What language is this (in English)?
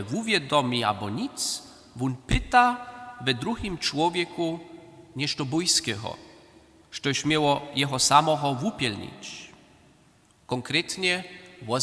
Upper Sorbian